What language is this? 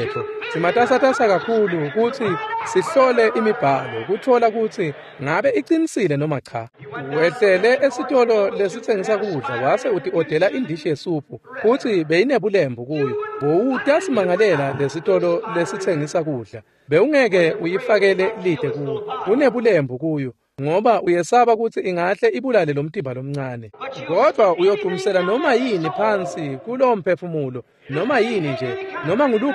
Swati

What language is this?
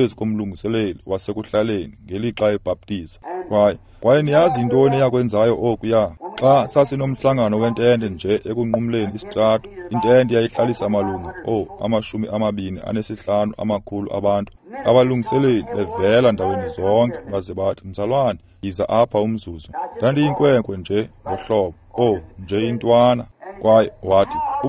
Xhosa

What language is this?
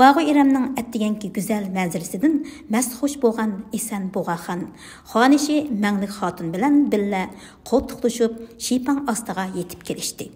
Uyghur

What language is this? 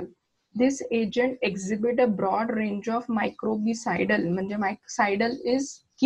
Marathi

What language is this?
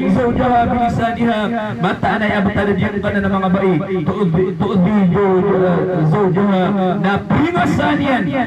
Maranao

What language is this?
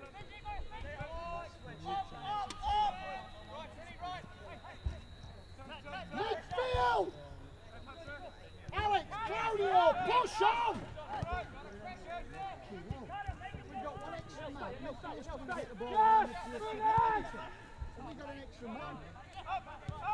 English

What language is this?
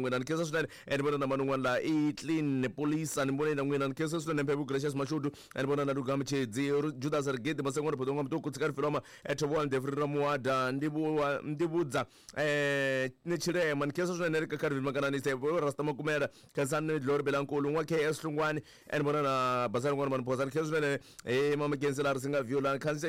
Tsonga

